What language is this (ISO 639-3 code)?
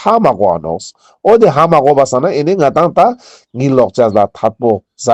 lbj